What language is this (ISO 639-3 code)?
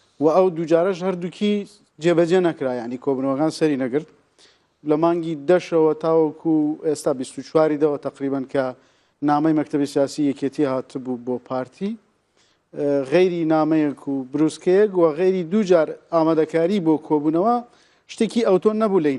ckb